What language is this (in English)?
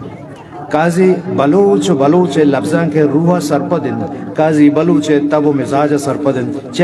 Eastern Balochi